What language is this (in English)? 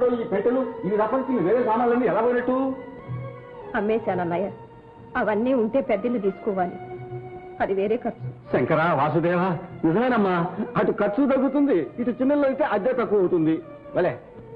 Telugu